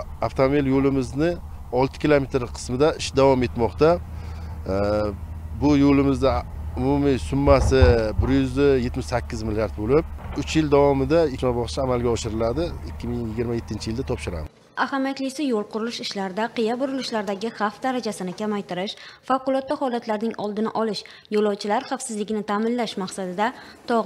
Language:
Uzbek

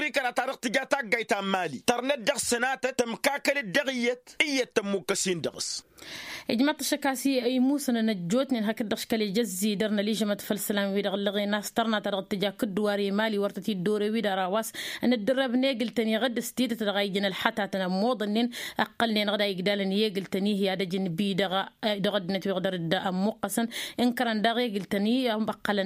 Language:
Tamasheq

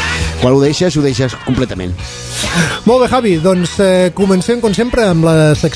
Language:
Catalan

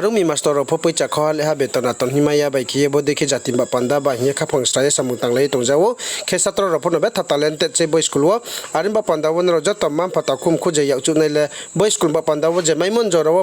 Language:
Riang (India)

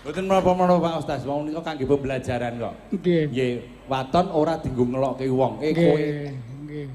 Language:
Javanese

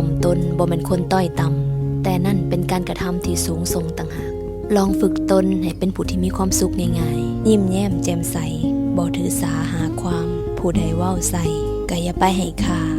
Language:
Lao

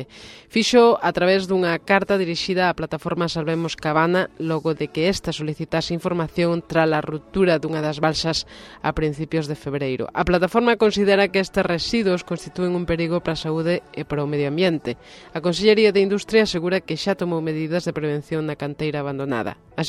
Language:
Galician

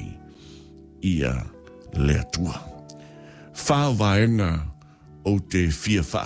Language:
Samoan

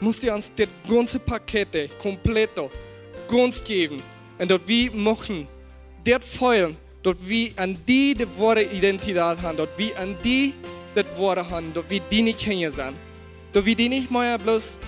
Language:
Plautdietsch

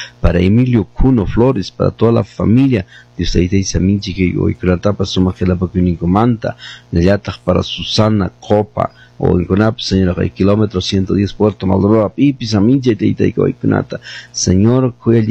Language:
Quechua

